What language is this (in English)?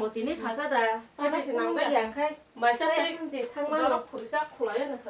Kok Borok